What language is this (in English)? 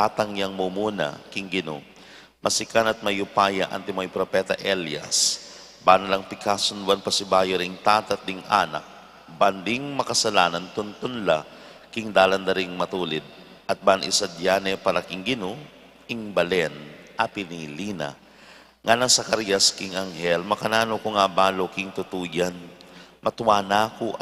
Pampanga